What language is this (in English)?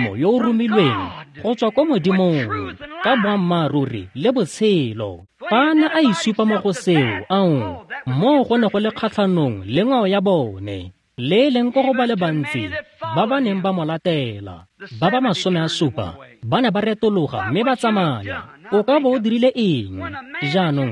Tswana